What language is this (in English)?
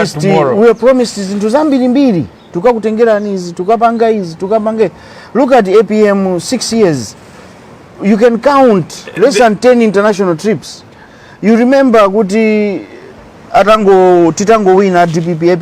Nyanja